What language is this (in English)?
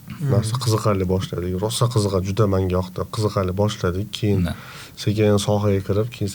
Uzbek